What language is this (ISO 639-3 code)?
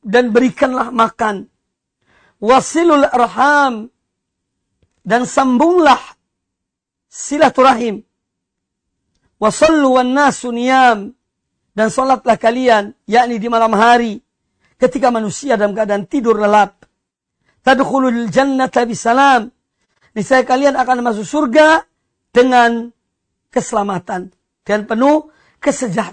ind